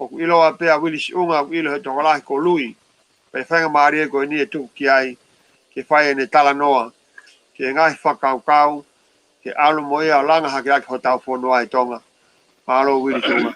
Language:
Tongan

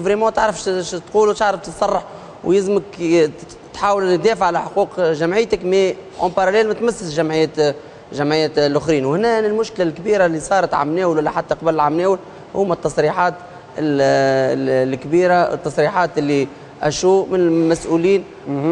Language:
Tunisian Arabic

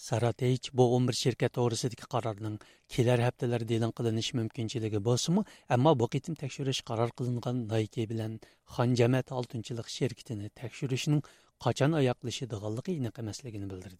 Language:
Uyghur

